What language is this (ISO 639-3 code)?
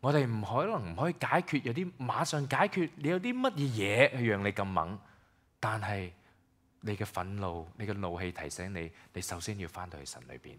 yue